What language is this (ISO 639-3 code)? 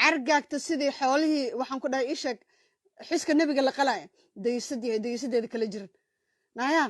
som